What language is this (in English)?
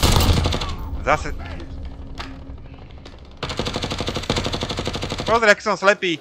Slovak